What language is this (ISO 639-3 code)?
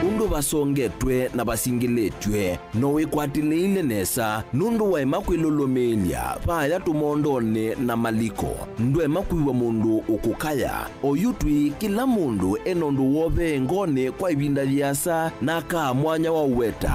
kam